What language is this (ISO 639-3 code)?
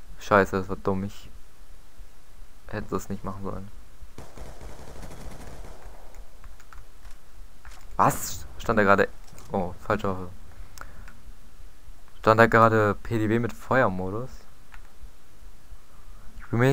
deu